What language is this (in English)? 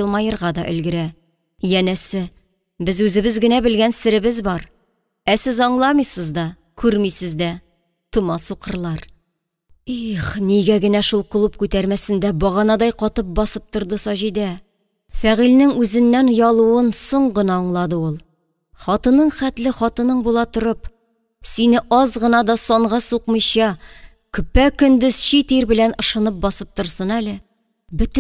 Tatar